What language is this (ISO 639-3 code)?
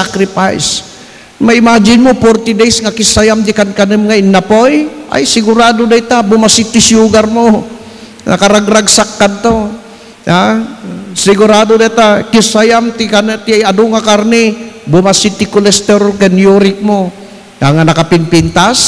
ilo